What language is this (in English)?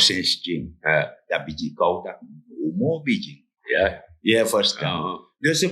Sranan Tongo